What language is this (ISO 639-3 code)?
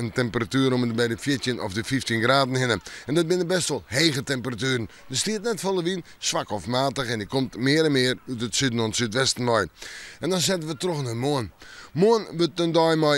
fry